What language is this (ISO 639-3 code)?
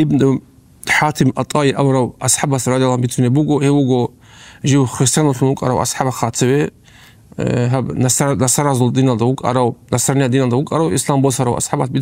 ava